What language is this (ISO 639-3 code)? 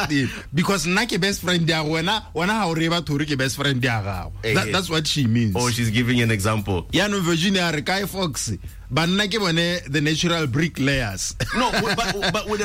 tsn